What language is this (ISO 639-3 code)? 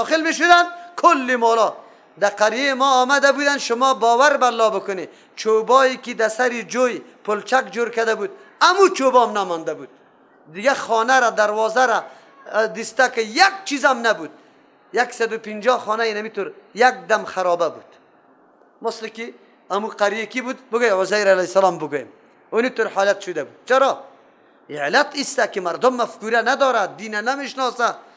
fas